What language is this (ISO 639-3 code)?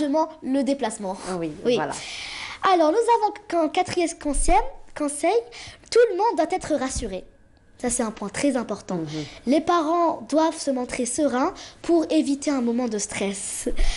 fra